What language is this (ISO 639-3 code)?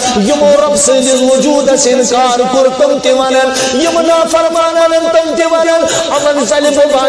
kas